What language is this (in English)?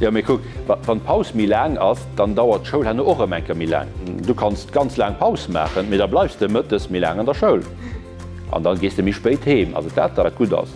Luxembourgish